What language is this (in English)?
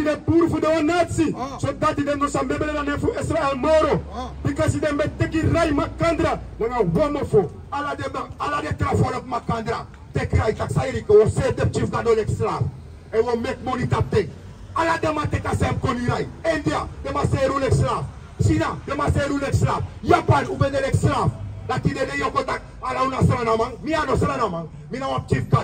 Sranan Tongo